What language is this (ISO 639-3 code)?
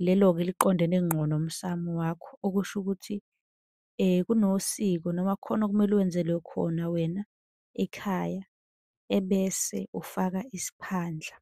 zul